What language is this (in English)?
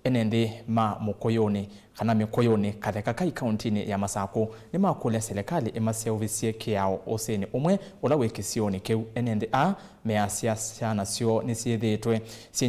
Kamba